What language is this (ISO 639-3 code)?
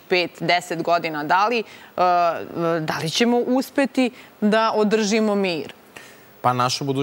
srp